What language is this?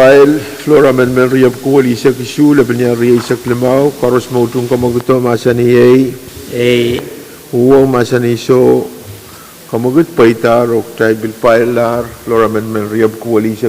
Pohnpeian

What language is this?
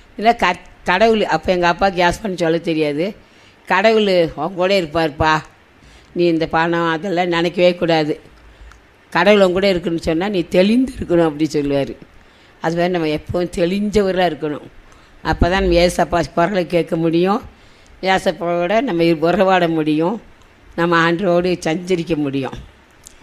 Tamil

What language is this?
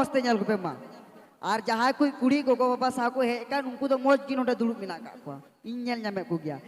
Santali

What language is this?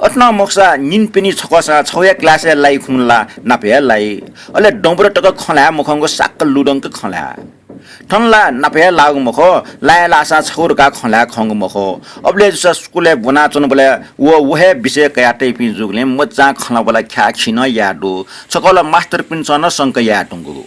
Newari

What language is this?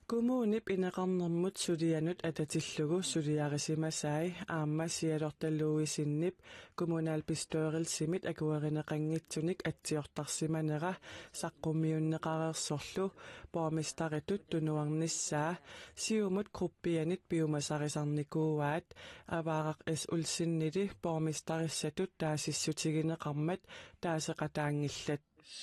Kalaallisut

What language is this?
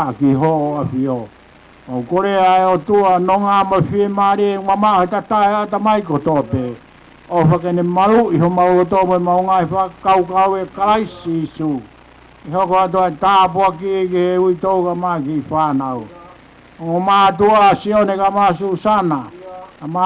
Tongan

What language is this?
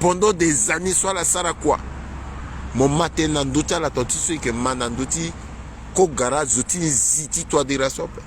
Sango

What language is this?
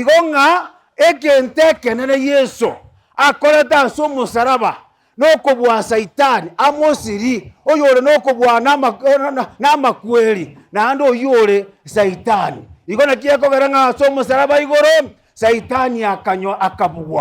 Gusii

